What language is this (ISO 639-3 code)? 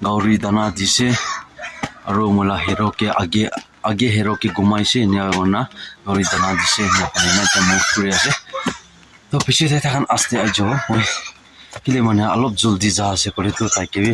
nag